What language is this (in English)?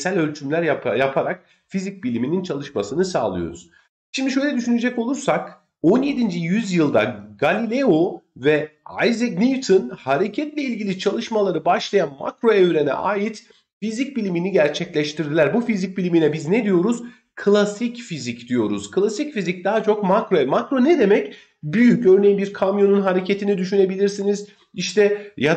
Turkish